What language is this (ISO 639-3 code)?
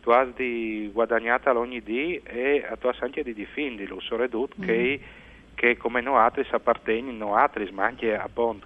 fur